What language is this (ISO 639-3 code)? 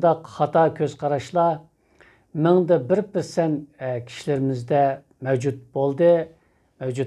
uig